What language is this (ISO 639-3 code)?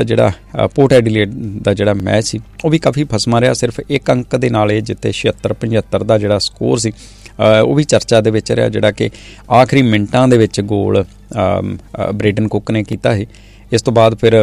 pan